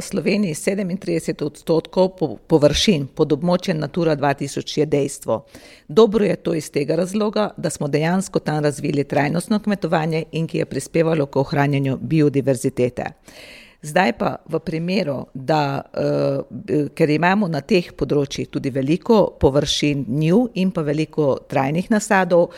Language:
Slovenian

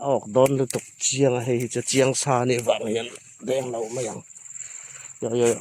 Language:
Hmar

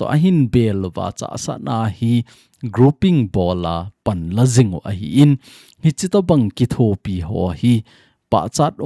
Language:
Thado Chin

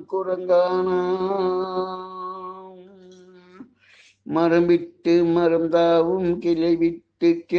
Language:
Tamil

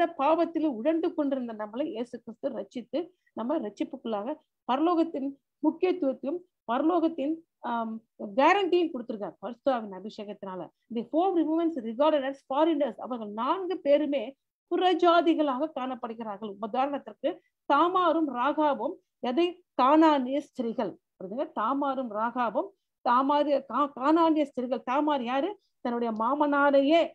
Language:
Tamil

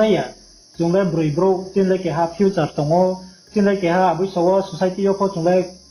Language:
Riang (India)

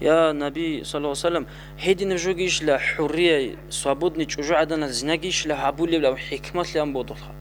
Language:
Avaric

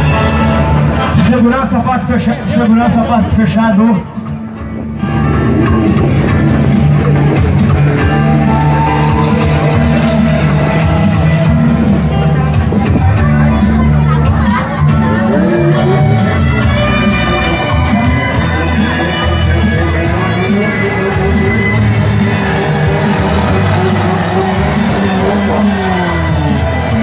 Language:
Portuguese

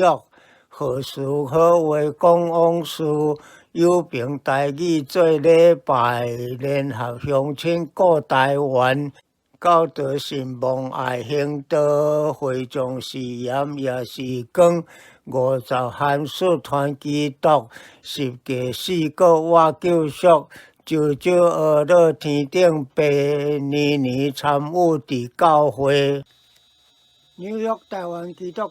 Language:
Min Nan Chinese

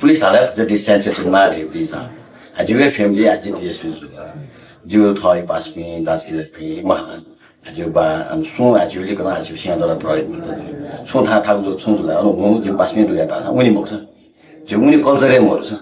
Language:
Newari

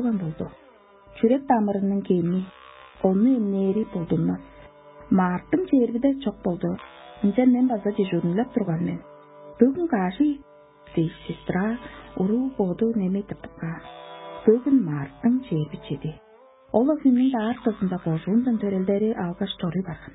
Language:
Tuvinian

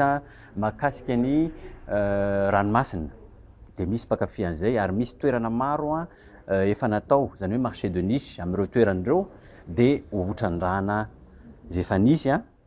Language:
Malagasy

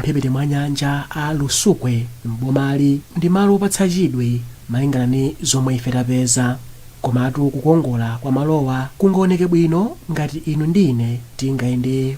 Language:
Nyanja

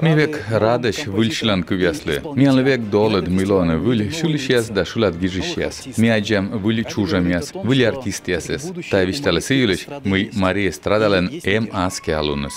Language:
Komi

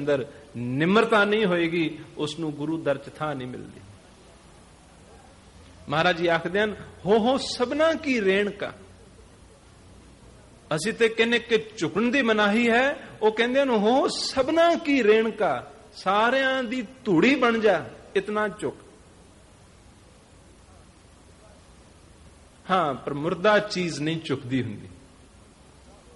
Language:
Punjabi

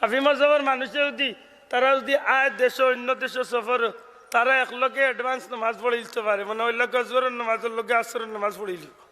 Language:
Sylheti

